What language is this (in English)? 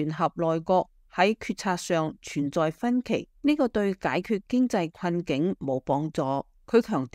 Cantonese